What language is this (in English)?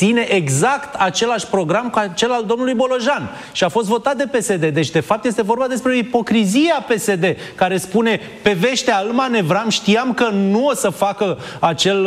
Romanian